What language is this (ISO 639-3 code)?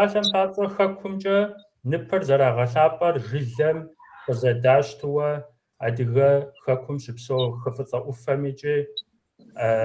kbd